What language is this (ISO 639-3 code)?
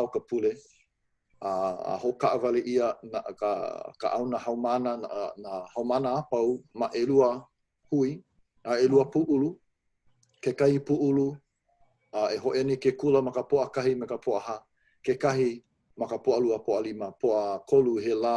haw